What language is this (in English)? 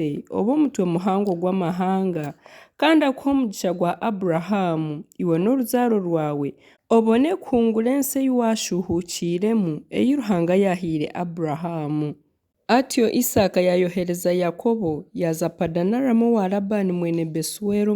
Nyankole